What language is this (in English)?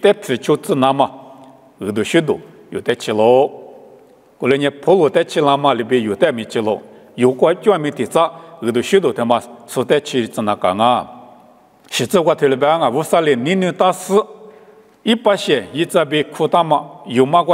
Lisu